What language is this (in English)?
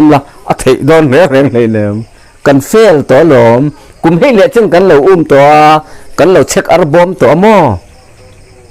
Mizo